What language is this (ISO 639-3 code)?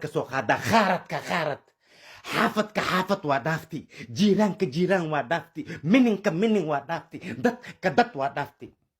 som